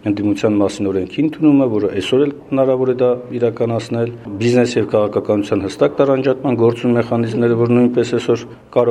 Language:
Armenian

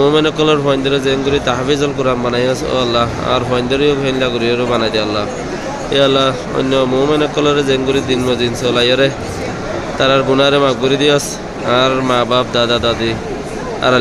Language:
Rohingya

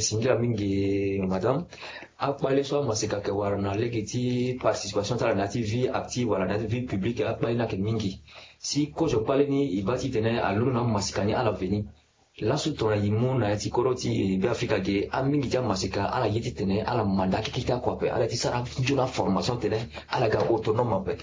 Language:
Sango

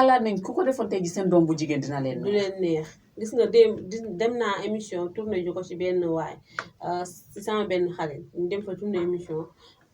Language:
Wolof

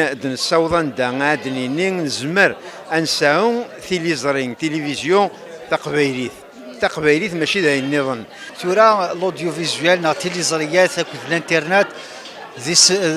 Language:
Kabyle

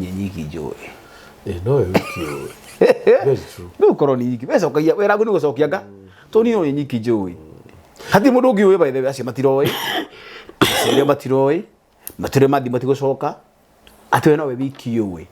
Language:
Kikuyu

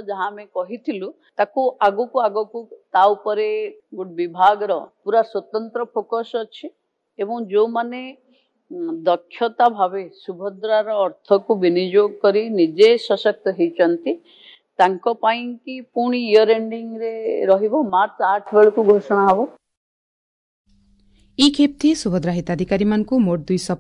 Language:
Odia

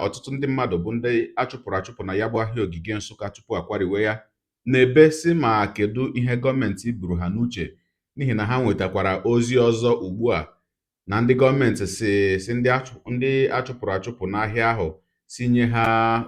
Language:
Igbo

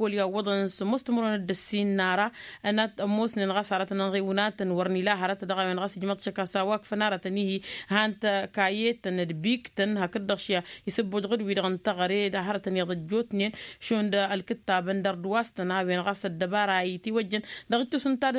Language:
Tamasheq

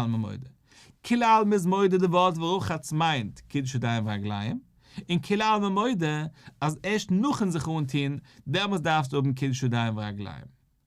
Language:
Yiddish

